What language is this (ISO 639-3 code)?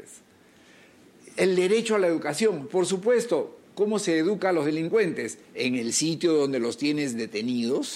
spa